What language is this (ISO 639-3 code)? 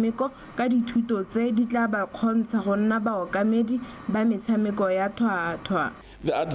tsn